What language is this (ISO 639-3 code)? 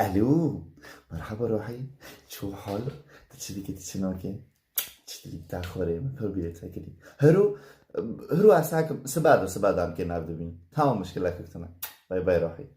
kur